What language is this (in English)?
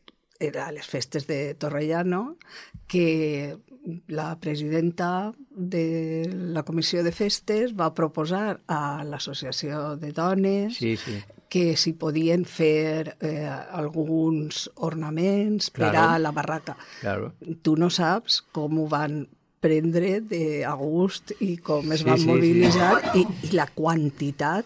Catalan